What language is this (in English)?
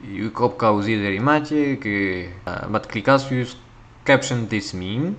Occitan